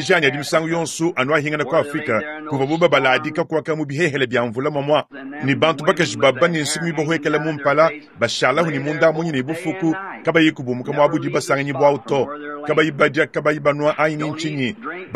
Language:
Luba-Lulua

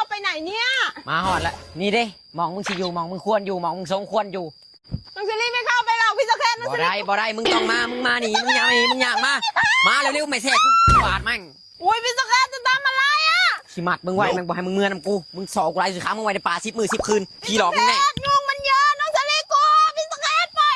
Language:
Northeastern Thai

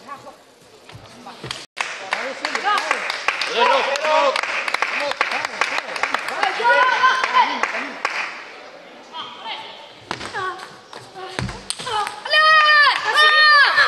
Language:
Spanish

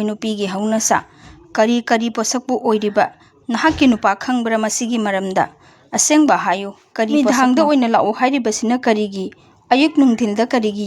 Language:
Manipuri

